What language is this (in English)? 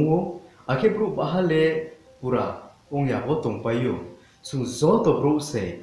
Riang (India)